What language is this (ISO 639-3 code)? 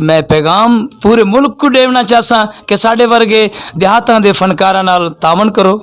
skr